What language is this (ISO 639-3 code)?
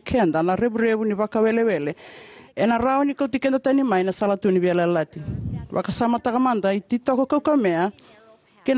fij